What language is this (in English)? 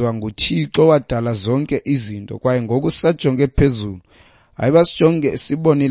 Xhosa